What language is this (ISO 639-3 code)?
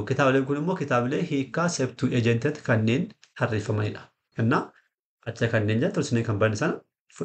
orm